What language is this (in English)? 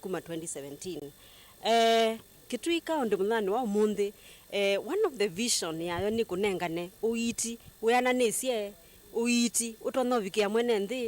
Kamba